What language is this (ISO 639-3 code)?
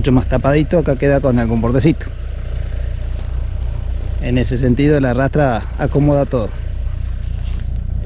spa